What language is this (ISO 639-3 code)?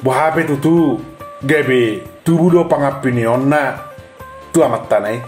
bbc